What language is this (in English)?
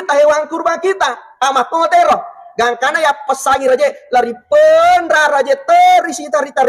Buginese